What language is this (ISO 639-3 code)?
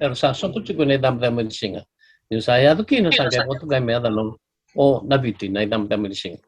fij